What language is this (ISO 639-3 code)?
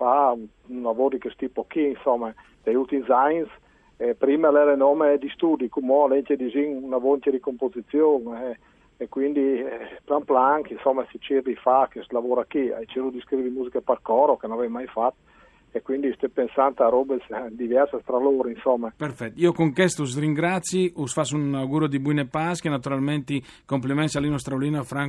fur